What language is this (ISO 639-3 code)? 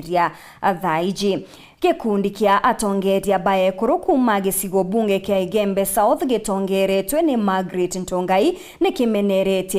mer